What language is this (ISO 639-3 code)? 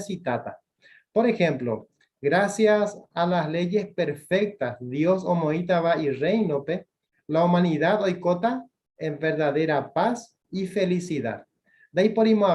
grn